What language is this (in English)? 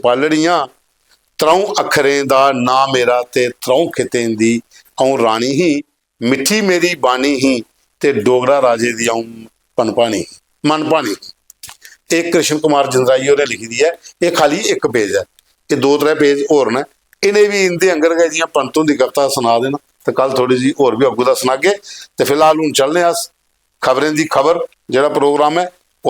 Dogri